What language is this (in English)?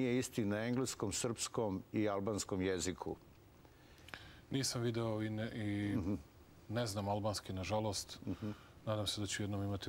Serbian